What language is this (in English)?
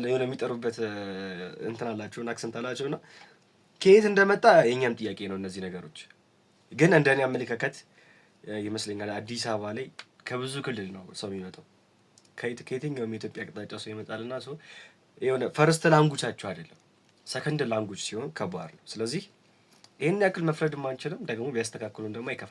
Amharic